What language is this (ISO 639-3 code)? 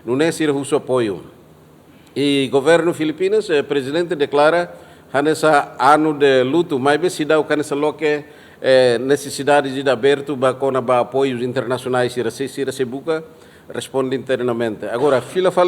tet